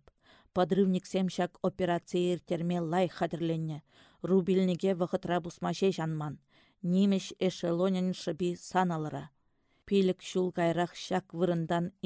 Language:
Chuvash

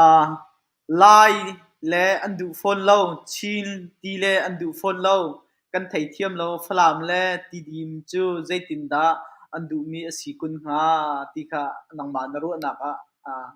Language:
Hakha Chin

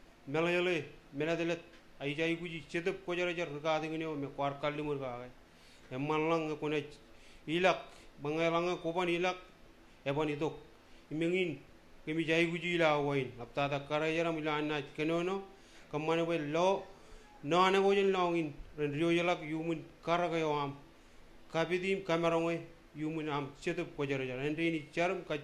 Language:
Marshallese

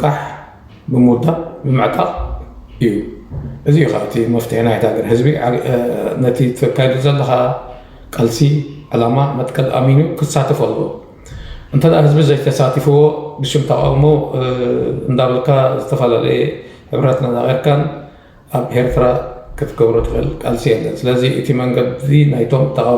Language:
Tigrinya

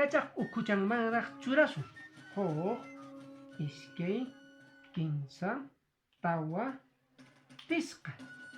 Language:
Quechua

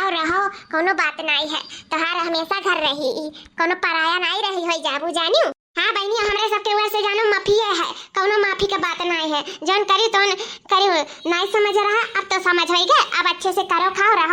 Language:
Awadhi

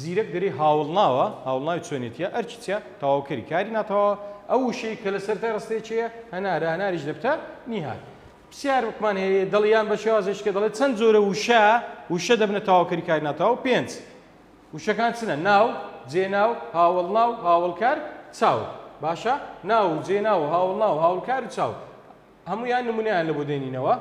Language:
Central Kurdish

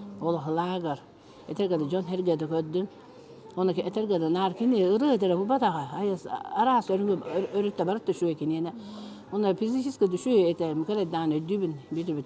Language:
Yakut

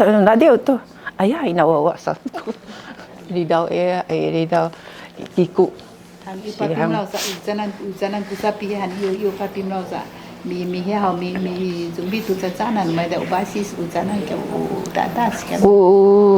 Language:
Sakizaya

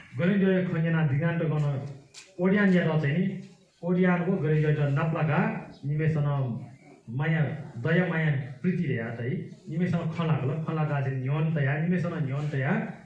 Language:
Newari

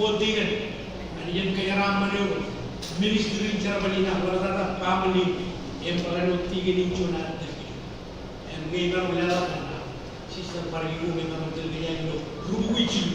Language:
Marshallese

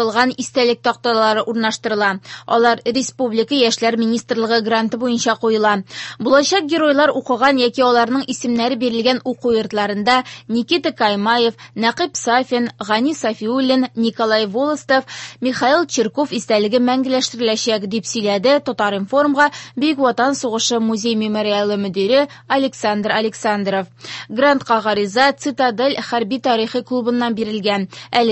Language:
Tatar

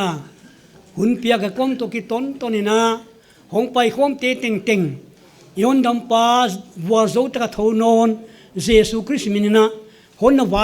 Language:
Paite Chin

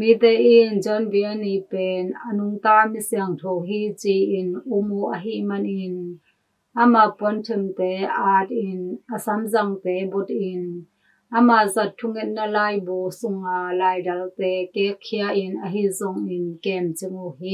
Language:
Tedim Chin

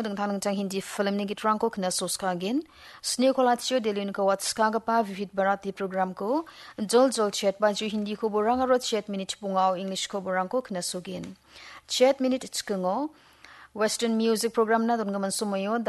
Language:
Garo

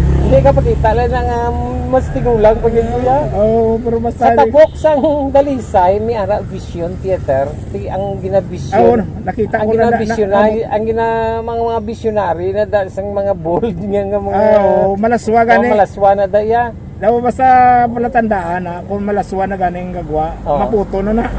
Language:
Hiligaynon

